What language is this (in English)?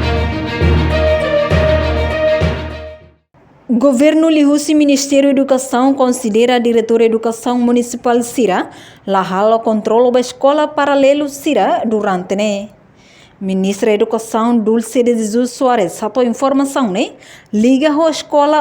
Tetum